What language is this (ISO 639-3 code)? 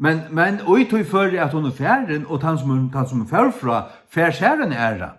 fao